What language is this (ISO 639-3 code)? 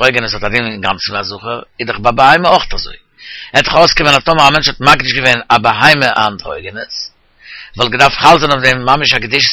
yid